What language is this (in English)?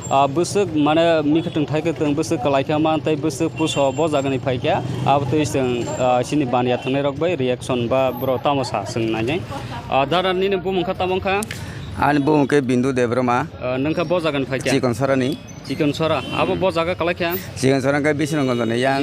Kok Borok